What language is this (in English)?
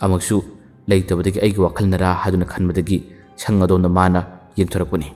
Manipuri